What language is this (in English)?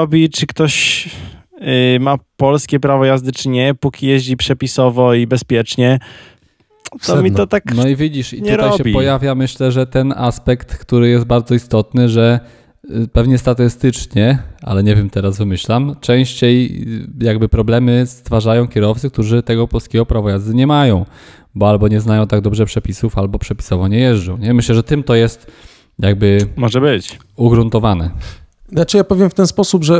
Polish